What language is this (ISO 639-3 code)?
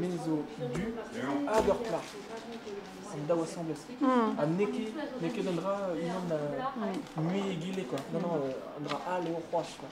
bre